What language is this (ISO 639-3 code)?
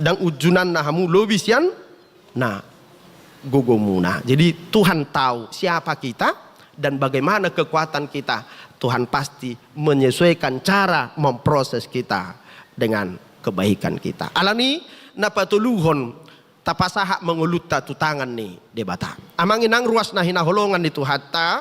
bbc